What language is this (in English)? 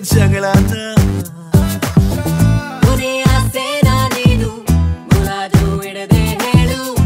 Kannada